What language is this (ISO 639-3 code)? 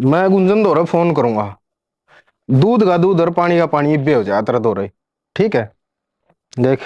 bgc